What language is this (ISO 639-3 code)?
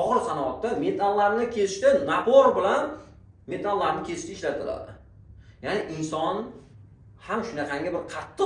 uzb